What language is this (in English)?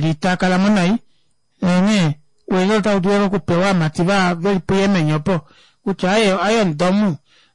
Kuanyama